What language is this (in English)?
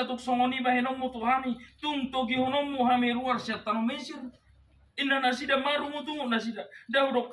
Batak Toba